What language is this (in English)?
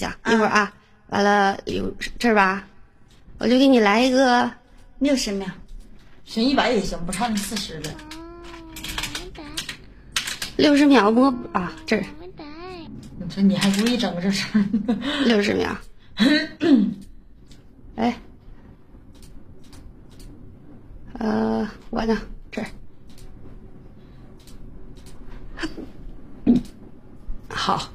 Chinese